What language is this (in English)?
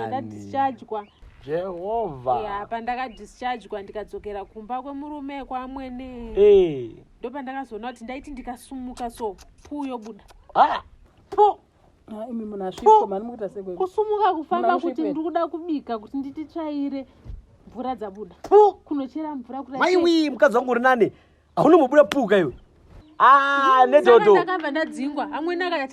Shona